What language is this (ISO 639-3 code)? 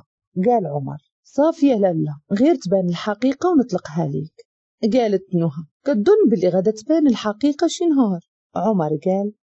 ary